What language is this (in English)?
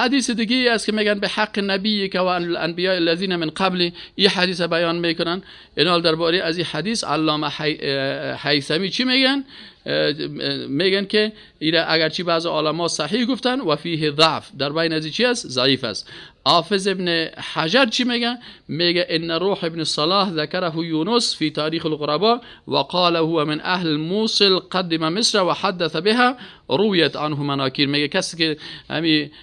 Persian